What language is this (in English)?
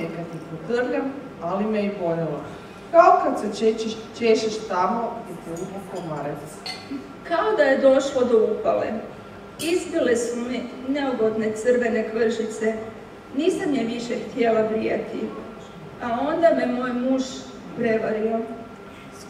Croatian